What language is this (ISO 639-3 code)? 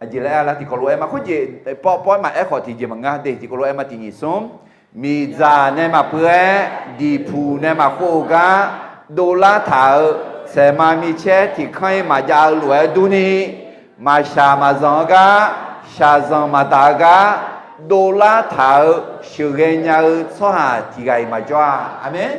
ahk